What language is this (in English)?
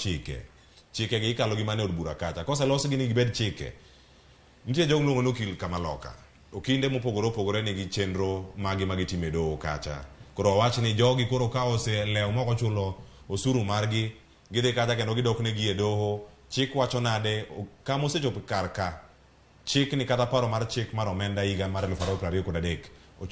Luo (Kenya and Tanzania)